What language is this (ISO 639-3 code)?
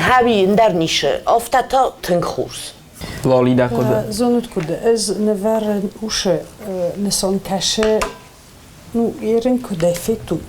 oss